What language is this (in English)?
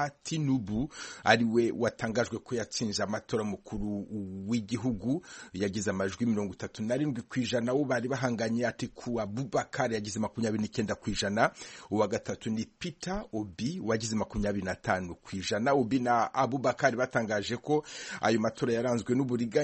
Kinyarwanda